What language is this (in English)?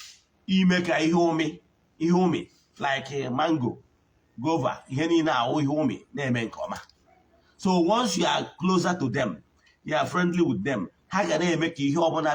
Igbo